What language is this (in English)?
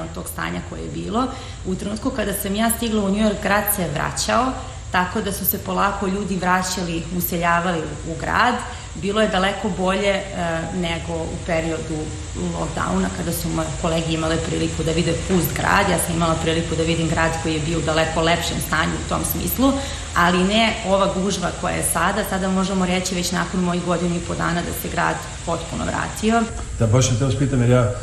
Serbian